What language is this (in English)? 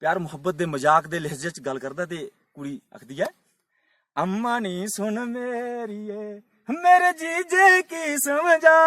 Dogri